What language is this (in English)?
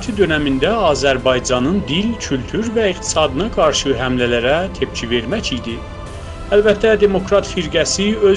South Azerbaijani